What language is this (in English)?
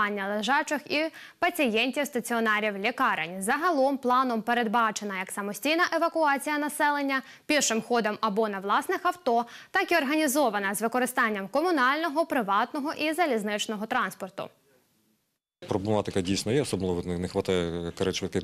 Ukrainian